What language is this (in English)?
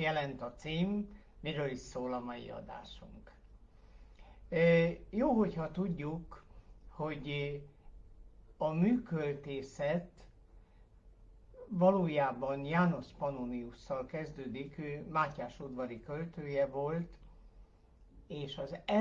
Hungarian